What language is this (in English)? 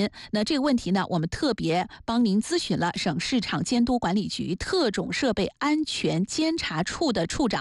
Chinese